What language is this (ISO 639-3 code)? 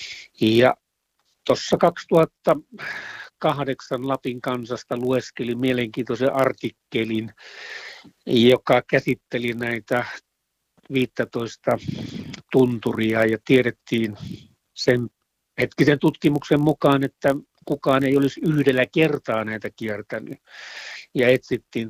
fin